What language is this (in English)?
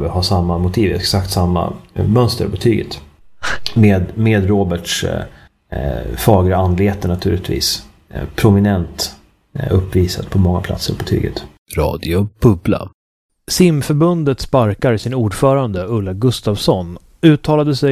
Swedish